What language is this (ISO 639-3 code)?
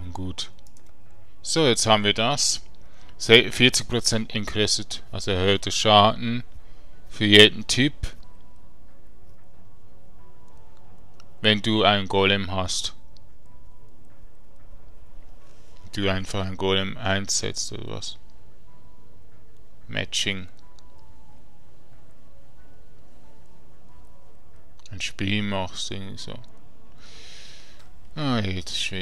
deu